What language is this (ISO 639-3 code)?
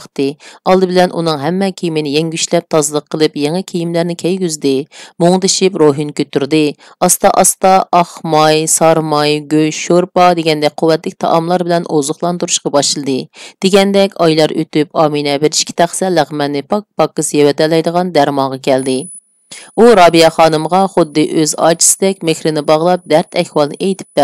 uig